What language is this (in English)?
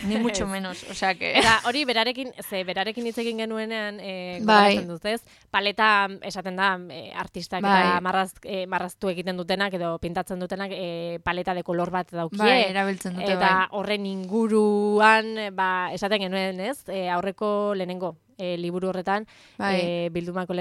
Basque